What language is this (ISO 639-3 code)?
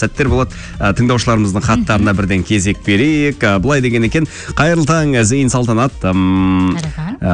kaz